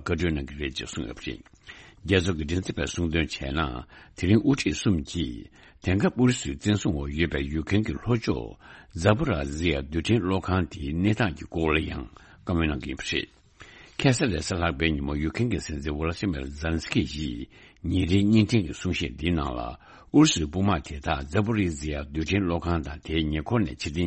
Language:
Tibetan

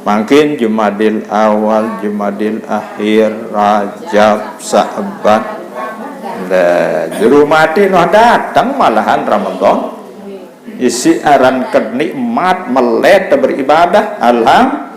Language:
Sasak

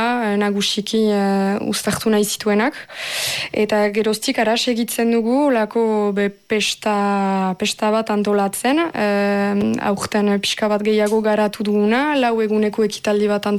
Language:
Basque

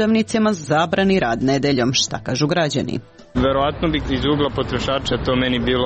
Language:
Serbian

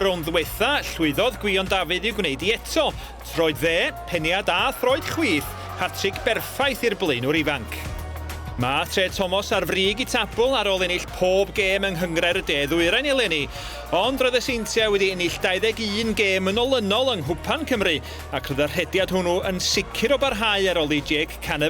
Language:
Welsh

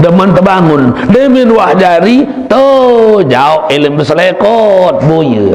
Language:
Sasak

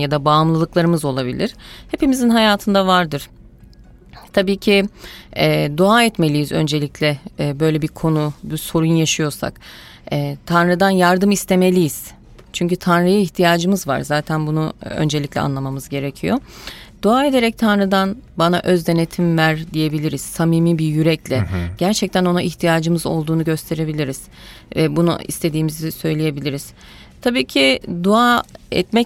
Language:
Turkish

